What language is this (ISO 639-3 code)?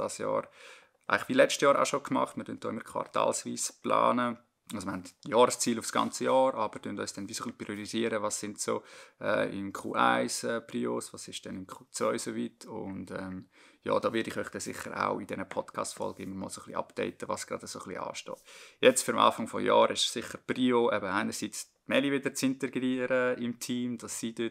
gsw